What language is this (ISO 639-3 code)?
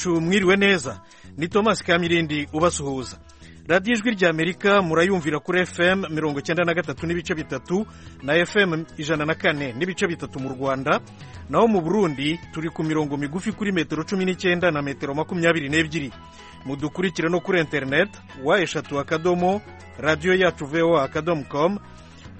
kin